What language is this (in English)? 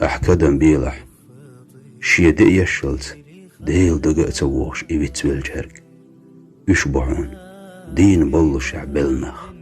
Chechen